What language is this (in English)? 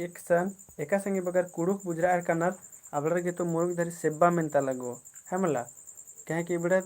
Kurukh